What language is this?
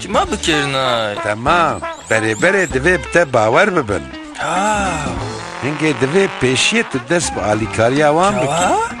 Kurdish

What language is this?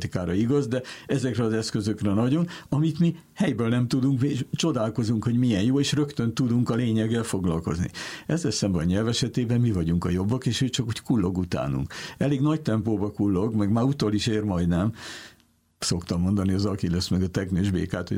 Hungarian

